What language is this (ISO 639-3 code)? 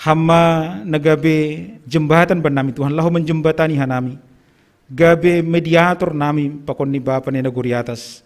bts